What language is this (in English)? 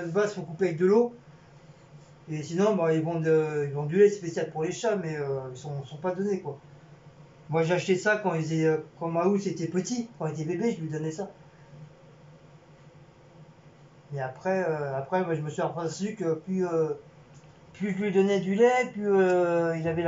French